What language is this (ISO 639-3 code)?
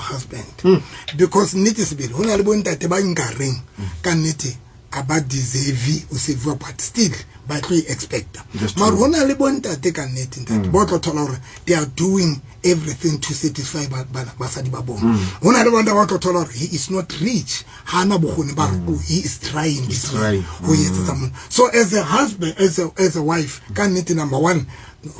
sot